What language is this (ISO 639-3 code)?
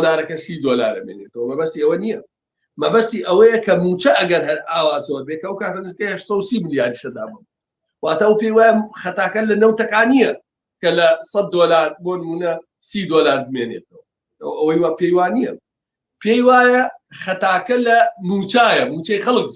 ckb